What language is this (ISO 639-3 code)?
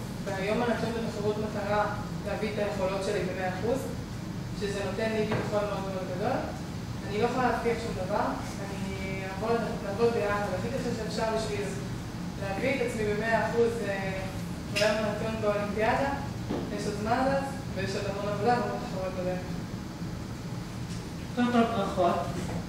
heb